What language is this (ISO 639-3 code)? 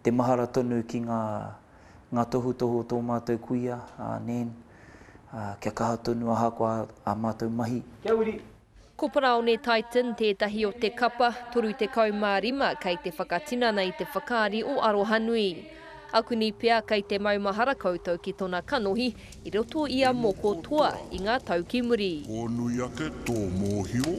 mri